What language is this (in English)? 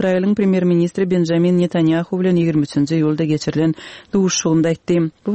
Turkmen